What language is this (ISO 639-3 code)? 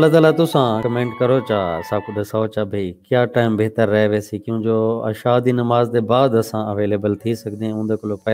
skr